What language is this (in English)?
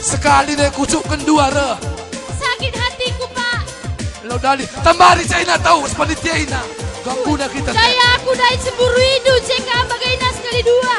Batak Karo